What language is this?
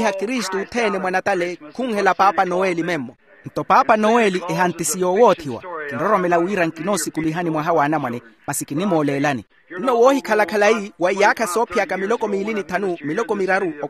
Makhuwa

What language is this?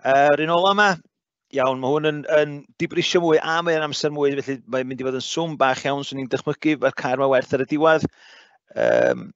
Welsh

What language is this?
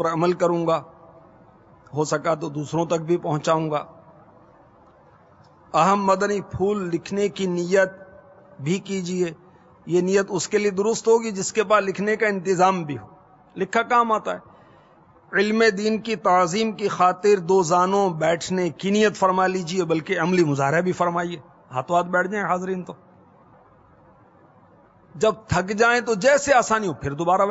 Urdu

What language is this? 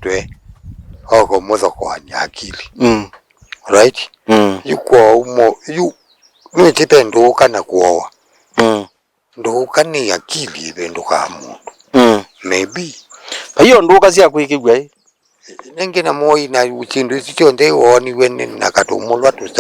Kamba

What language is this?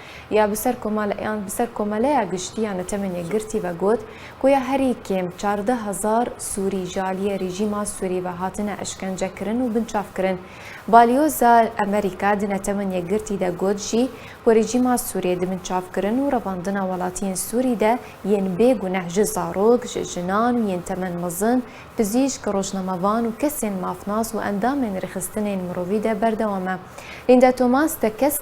Kurdish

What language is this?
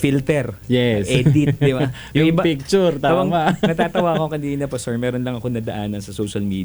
Filipino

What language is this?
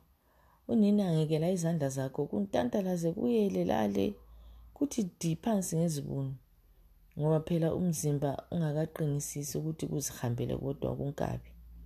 North Ndebele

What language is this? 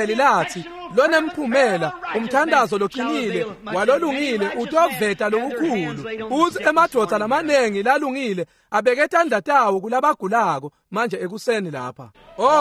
Swati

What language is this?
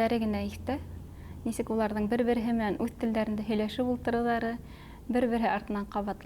Bashkir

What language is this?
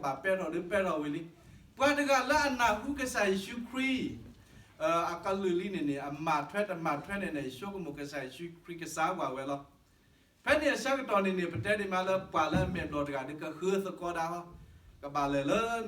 S'gaw Karen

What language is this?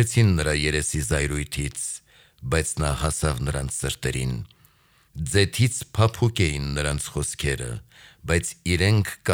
Armenian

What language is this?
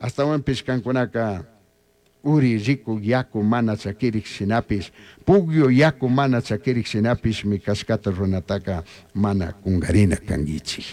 Chimborazo Highland Quichua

